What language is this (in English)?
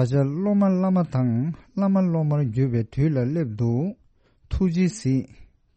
Tibetan